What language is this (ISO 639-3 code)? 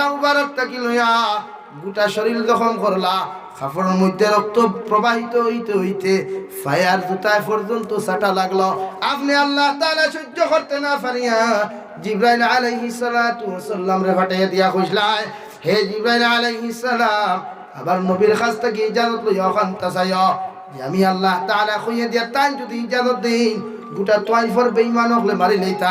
syl